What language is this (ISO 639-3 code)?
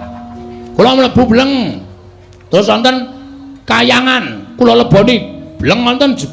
jav